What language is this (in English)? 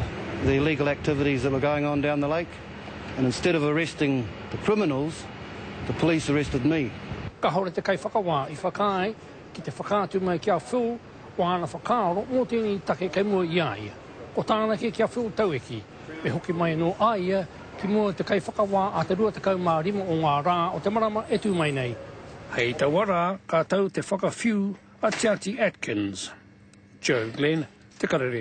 Māori